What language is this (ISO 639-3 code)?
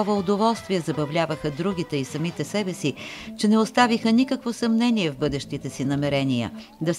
bul